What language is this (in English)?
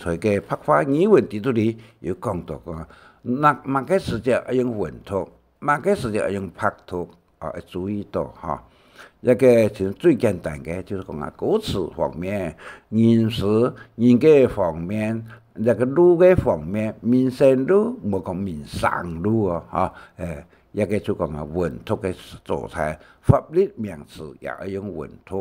Hakka Chinese